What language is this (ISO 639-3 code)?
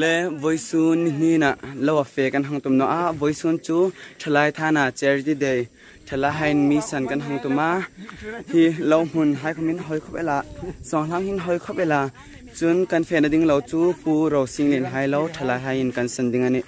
hmr